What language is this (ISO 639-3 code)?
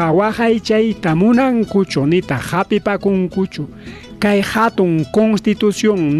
quy